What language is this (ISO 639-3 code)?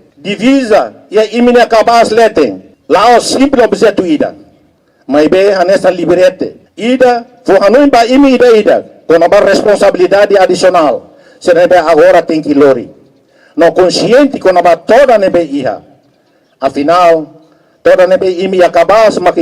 tet